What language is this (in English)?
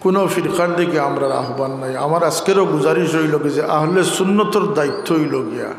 Sylheti